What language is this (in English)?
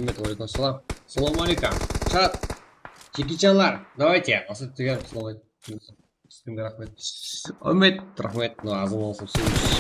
Kara-Kalpak